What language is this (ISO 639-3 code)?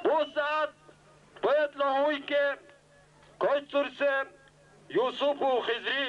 dar